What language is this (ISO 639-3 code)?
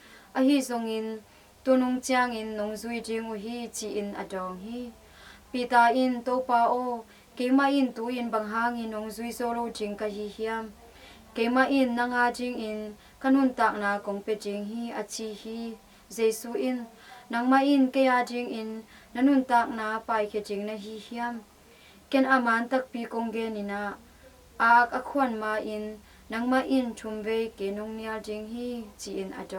ctd